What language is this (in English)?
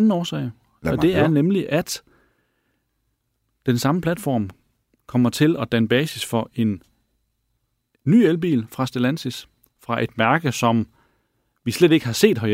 Danish